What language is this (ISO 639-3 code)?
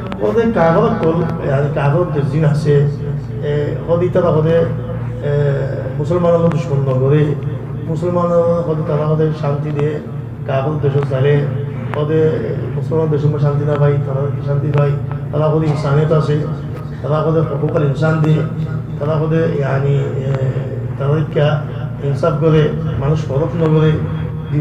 rhg